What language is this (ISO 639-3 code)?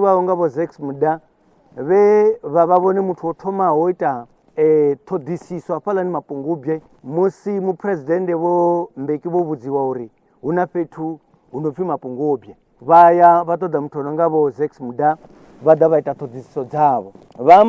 ven